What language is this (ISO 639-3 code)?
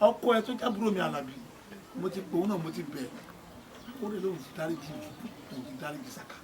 yor